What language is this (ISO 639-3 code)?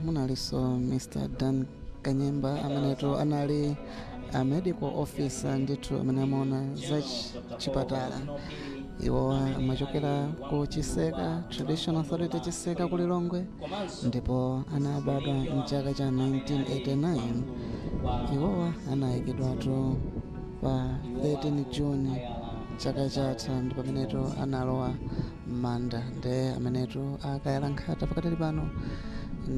nya